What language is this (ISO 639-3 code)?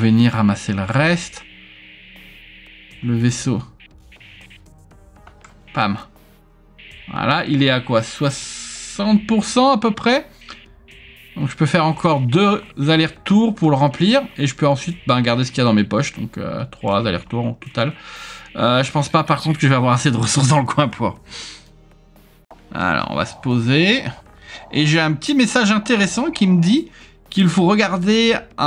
fra